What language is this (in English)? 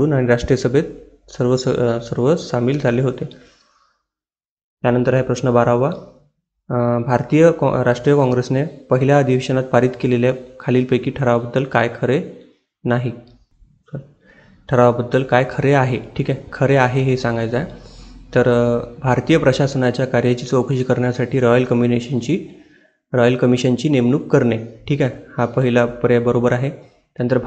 Marathi